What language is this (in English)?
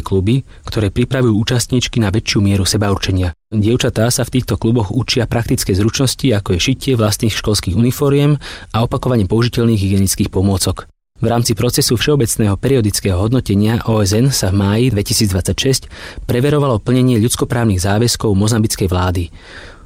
Slovak